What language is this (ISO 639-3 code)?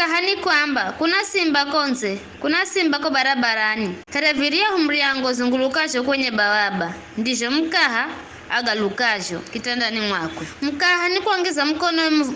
nyf